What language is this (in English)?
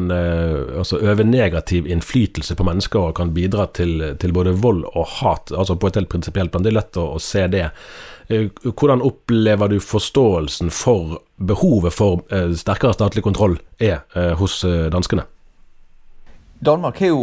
Norwegian